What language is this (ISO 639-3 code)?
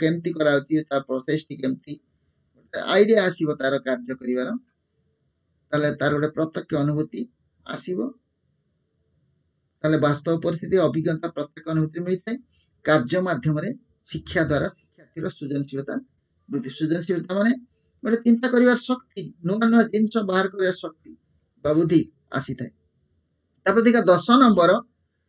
ori